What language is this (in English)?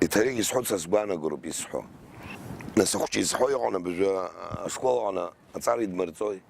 Abkhazian